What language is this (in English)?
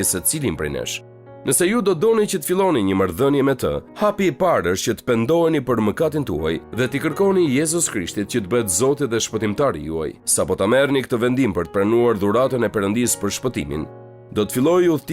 Albanian